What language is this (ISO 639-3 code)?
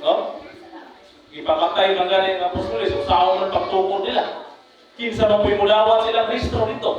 ceb